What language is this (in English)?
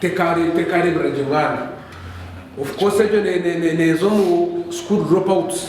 Nyankole